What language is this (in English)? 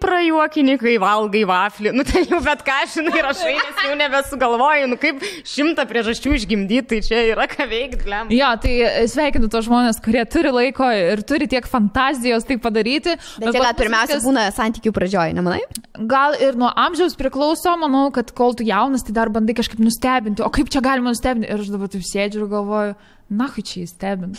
Lithuanian